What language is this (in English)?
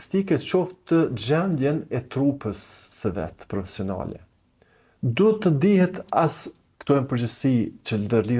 Albanian